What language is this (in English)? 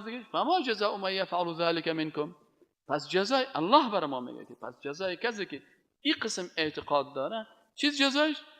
Persian